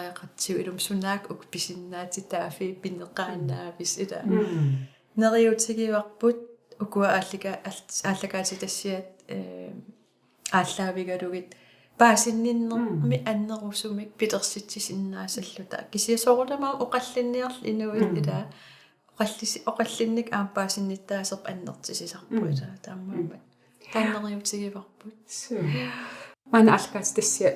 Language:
Kalaallisut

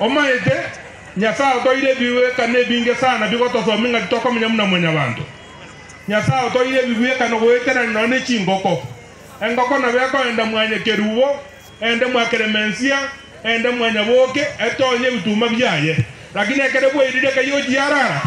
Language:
Gusii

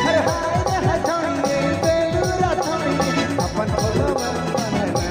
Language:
Sadri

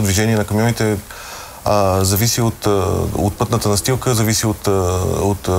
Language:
Bulgarian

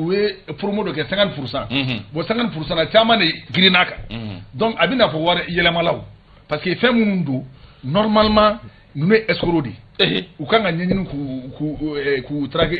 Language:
Bambara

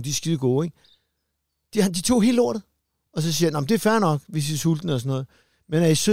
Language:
Danish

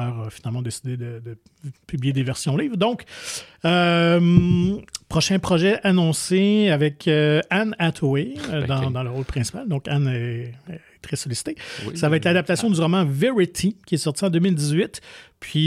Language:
French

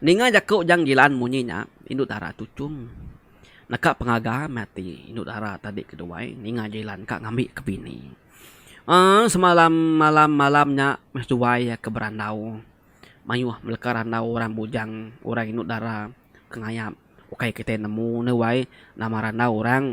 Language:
Iban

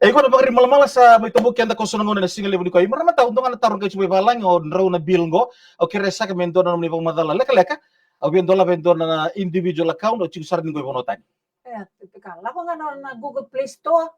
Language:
Fijian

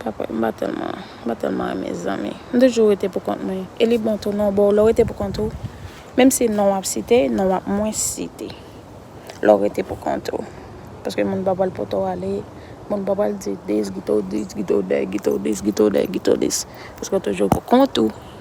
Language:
Haitian Creole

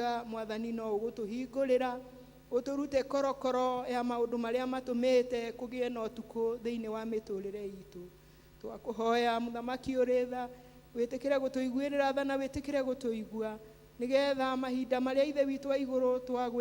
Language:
Kikuyu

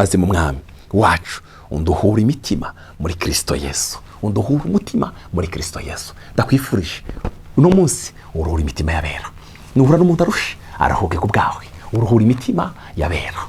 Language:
Rundi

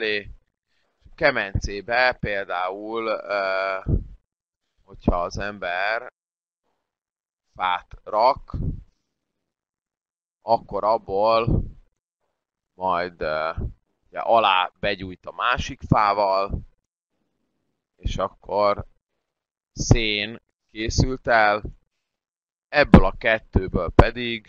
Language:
Hungarian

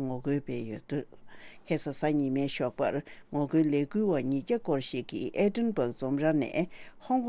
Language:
Tibetan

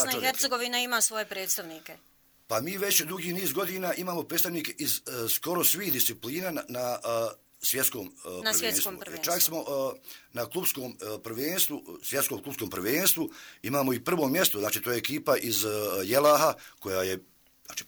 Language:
Croatian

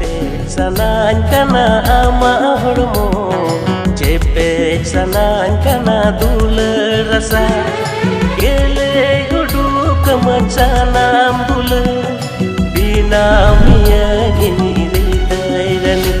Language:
Santali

